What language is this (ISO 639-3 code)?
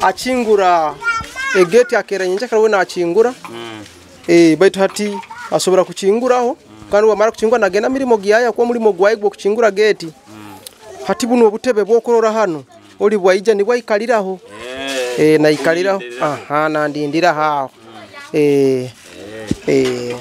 nyo